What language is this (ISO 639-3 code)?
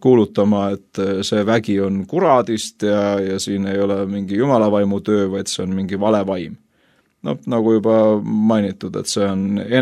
est